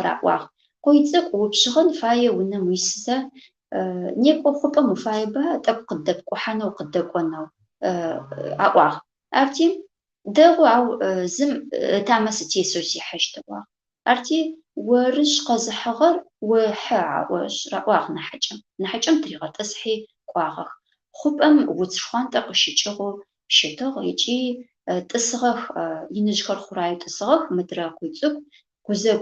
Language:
Adyghe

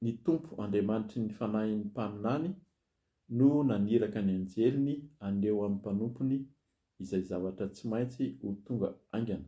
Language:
Malagasy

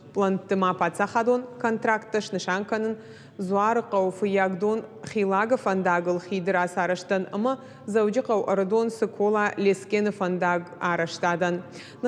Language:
Ossetic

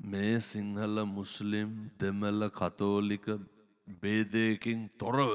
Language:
Sinhala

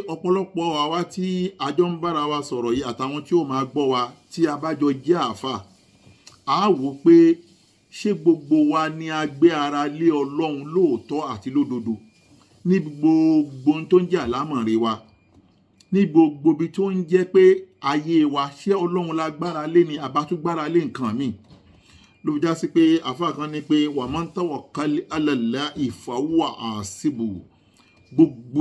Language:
Yoruba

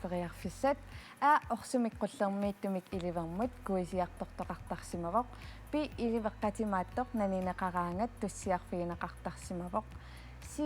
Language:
Kalaallisut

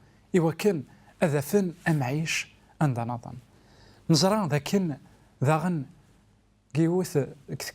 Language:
Kabyle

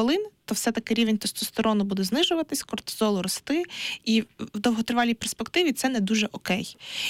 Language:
Ukrainian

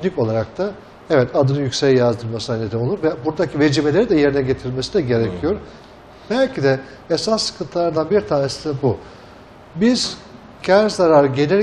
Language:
Turkish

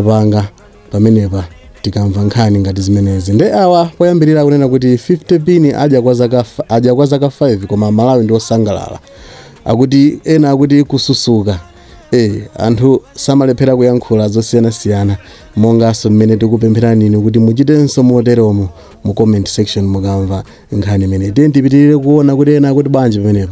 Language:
Nyanja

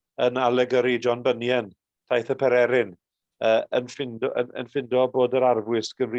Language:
Welsh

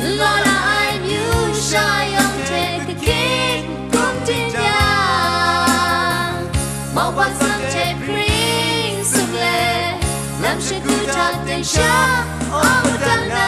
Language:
Kachin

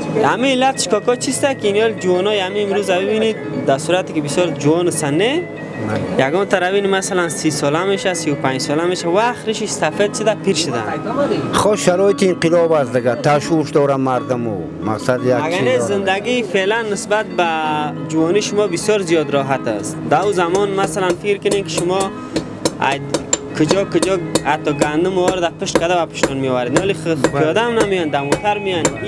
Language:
Persian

